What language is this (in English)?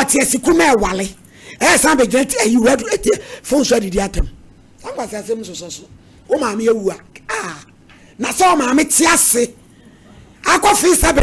Akan